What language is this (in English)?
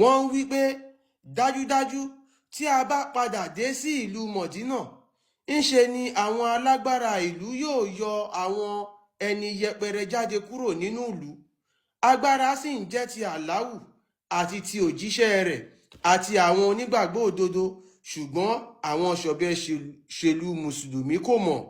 Yoruba